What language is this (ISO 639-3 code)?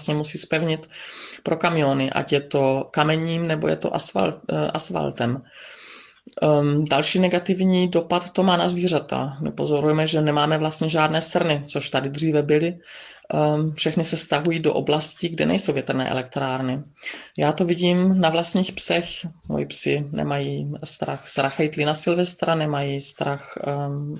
ces